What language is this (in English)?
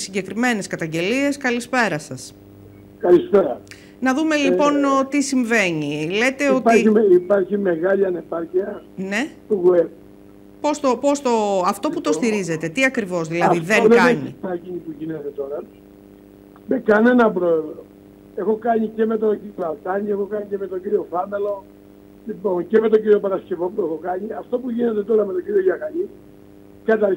Greek